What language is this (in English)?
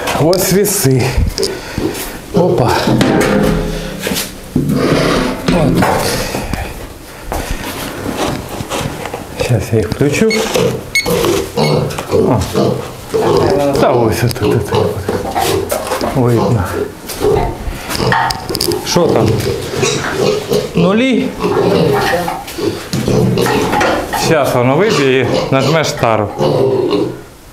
Ukrainian